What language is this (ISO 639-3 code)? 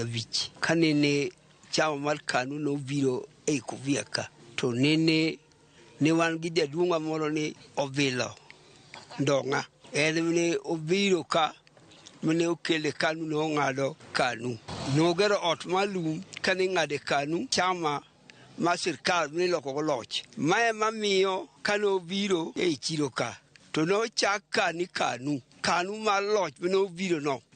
luo